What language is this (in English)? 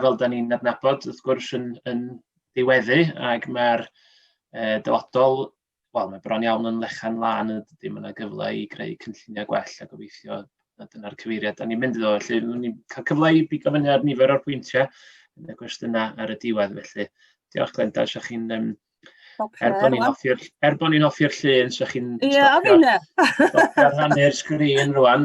Welsh